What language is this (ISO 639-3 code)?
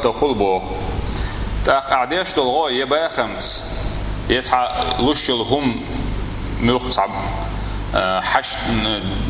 che